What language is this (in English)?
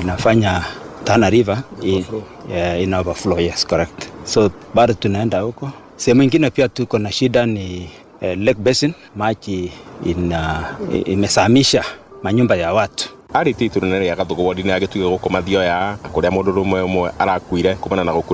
Kikuyu